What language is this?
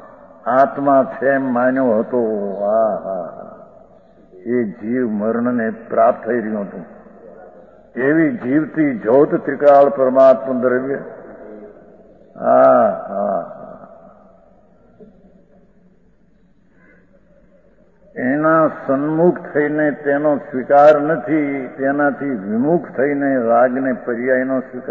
Gujarati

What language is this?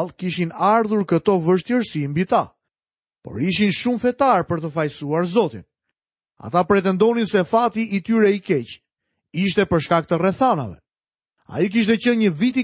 Albanian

